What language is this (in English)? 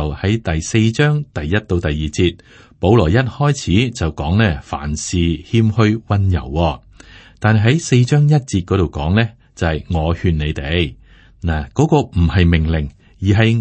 Cantonese